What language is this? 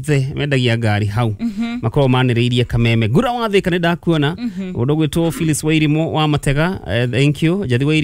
Kikuyu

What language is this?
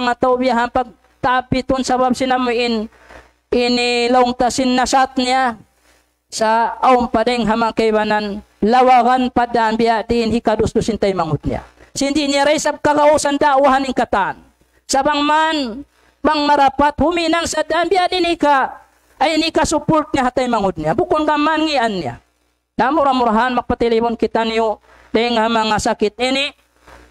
Tausug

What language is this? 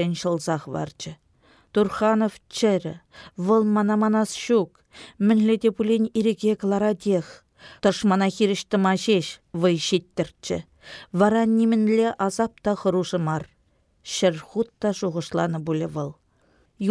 Chuvash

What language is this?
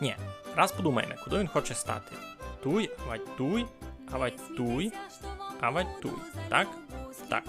Rusyn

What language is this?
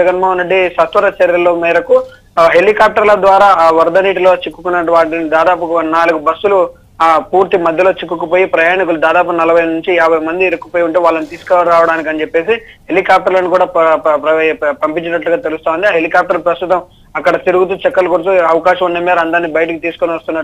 Telugu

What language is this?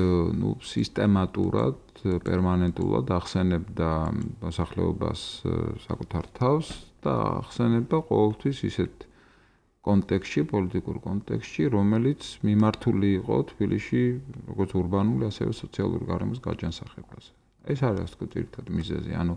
Georgian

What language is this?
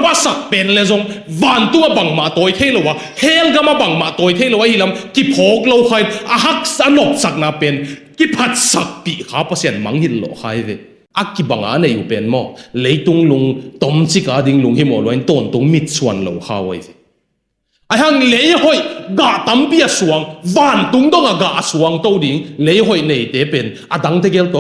Tedim Chin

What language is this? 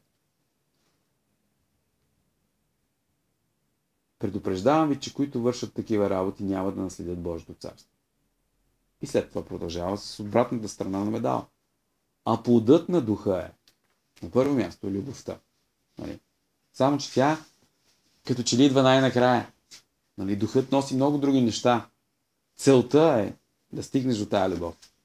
Bulgarian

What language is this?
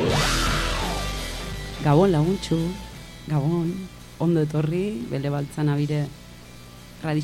Basque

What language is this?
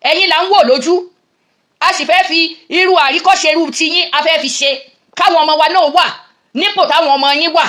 Yoruba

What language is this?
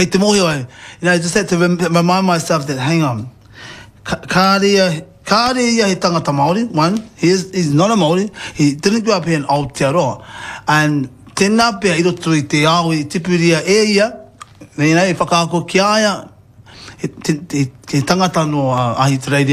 Māori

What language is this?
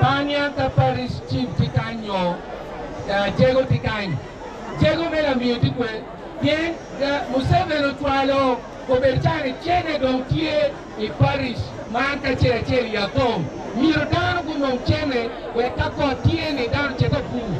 Acoli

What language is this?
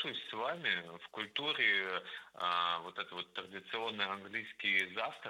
Russian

